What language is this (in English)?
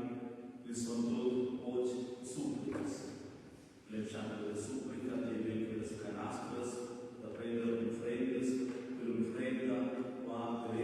Romansh